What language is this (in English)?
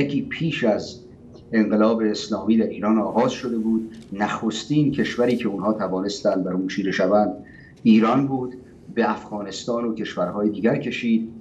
Persian